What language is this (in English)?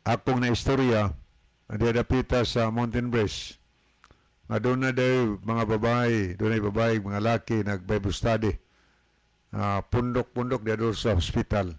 Cebuano